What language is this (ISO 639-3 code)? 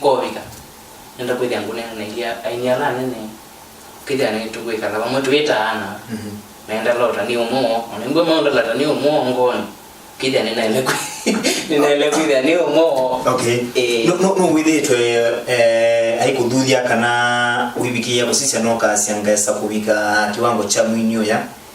kam